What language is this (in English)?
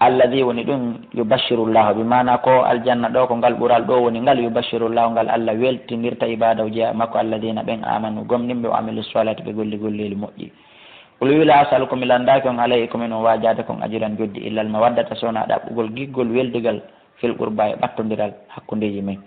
Fula